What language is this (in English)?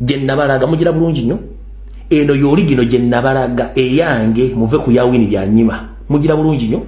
Ganda